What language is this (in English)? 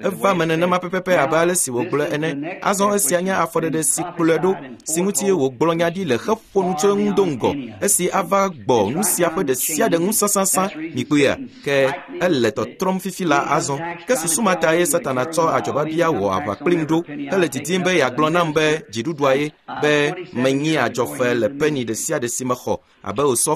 Ewe